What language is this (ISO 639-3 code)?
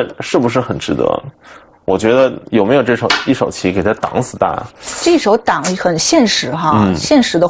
zho